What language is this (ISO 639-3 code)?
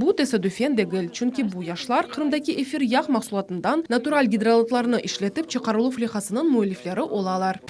crh